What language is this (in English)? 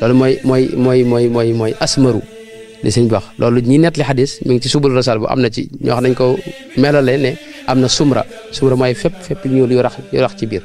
Wolof